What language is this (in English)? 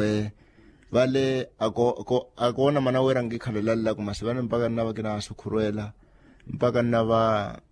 Makhuwa